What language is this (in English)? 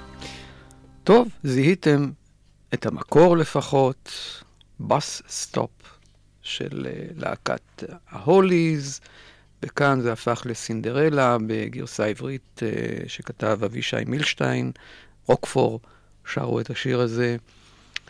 Hebrew